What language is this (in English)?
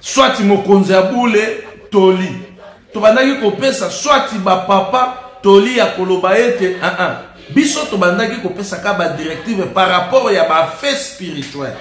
Lingala